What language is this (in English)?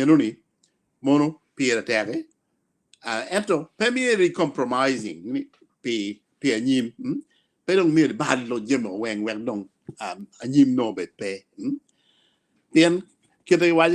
Acoli